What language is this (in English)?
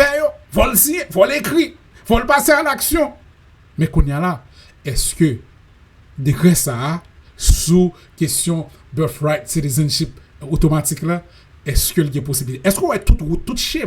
Haitian Creole